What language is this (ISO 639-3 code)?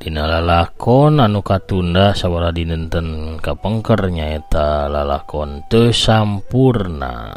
sun